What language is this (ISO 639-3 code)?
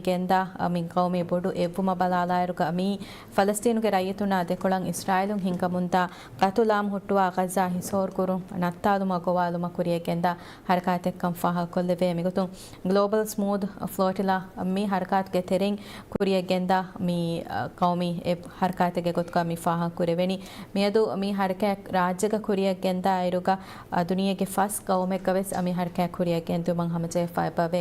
div